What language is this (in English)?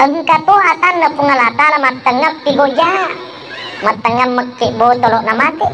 Buginese